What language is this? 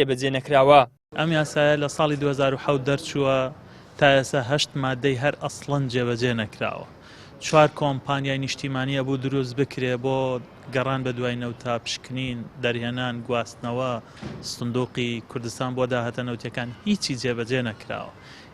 Central Kurdish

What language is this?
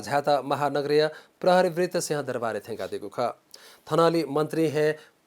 Newari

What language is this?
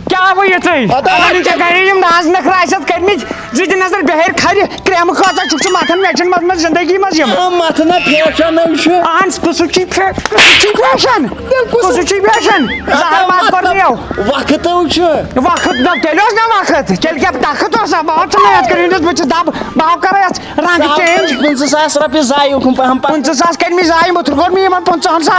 Kashmiri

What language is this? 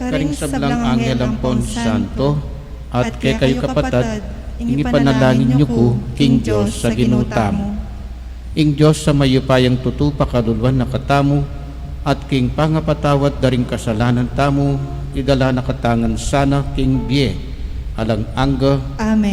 Pampanga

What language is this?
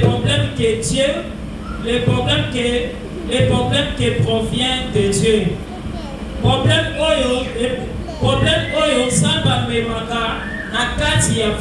Lingala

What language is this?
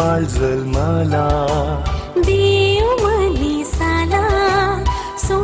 Konkani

